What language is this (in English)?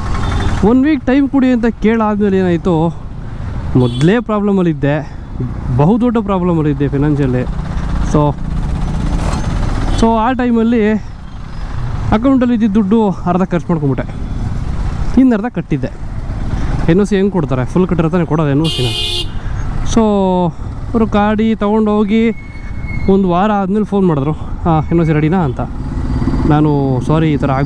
Kannada